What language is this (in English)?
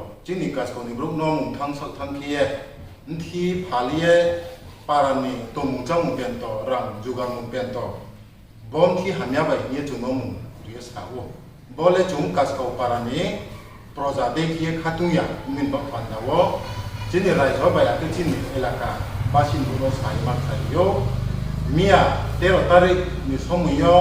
Riang (India)